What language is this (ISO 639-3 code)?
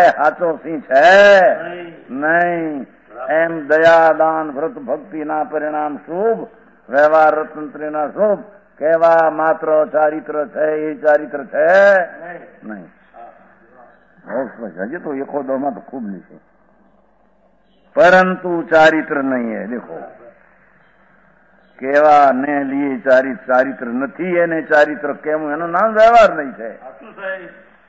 guj